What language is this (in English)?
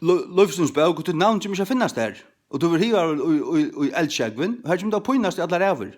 Faroese